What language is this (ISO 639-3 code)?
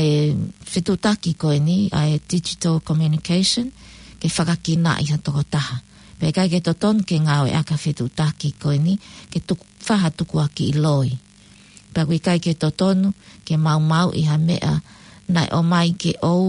ton